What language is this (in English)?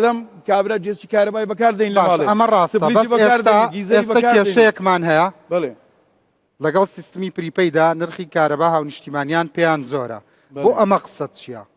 Central Kurdish